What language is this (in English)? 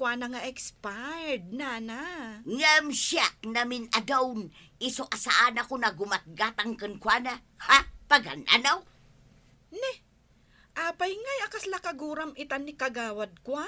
Iloko